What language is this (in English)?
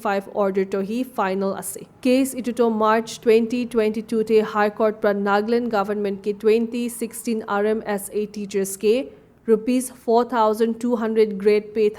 Naga Pidgin